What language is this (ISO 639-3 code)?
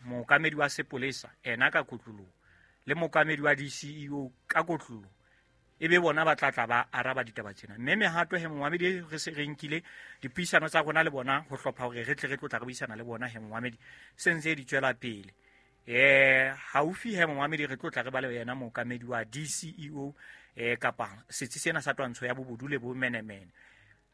sot